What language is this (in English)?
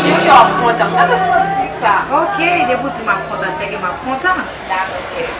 Haitian Creole